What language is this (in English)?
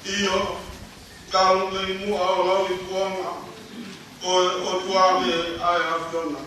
Tongan